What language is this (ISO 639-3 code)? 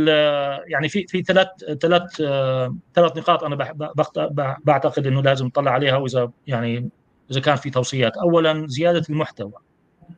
apc